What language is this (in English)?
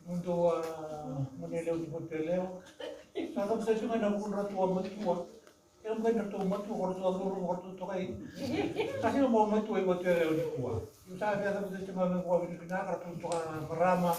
Fijian